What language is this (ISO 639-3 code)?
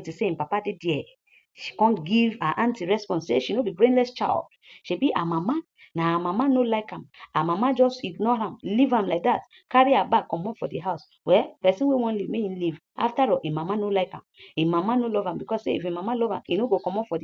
pcm